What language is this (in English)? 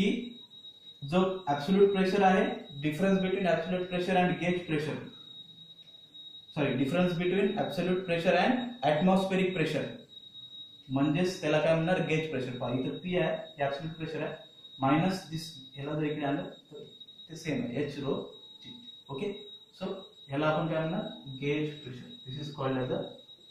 Marathi